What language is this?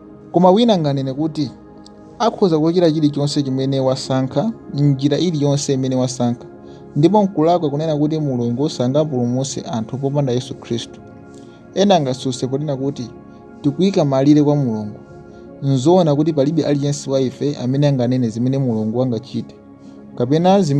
Nyanja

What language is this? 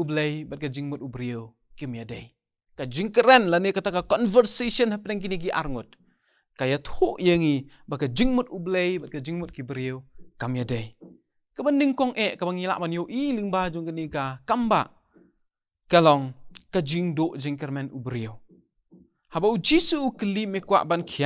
Khasi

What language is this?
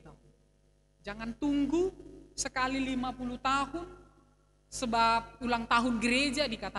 Batak Simalungun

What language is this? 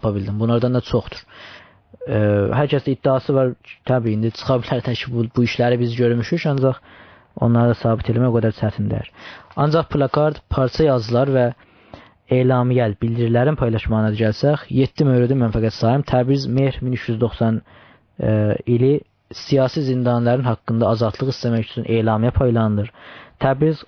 South Azerbaijani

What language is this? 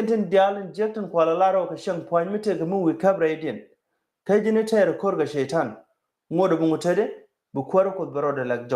Nuer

